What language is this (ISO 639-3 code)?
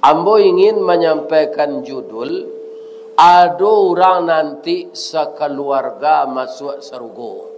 min